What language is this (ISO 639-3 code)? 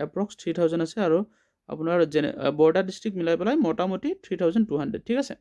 asm